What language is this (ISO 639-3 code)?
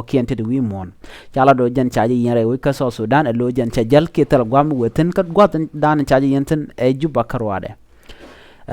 nus